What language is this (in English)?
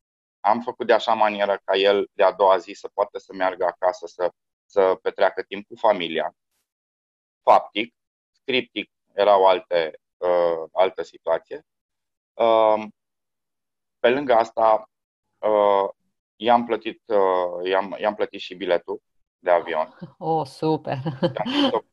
Romanian